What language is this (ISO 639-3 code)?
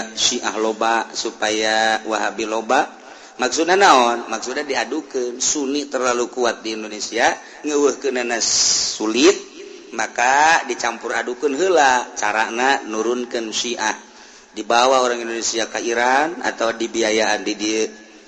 sun